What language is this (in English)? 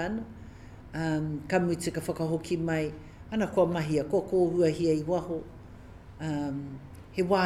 Māori